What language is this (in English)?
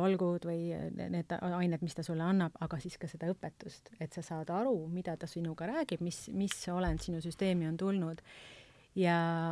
Estonian